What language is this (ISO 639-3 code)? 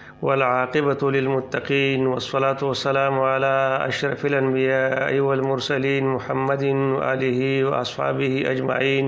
pus